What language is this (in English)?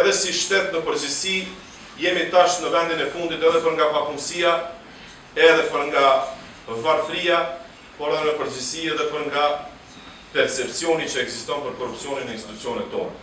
Albanian